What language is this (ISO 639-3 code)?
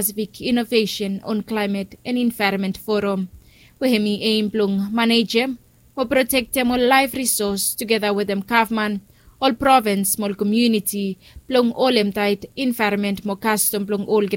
bis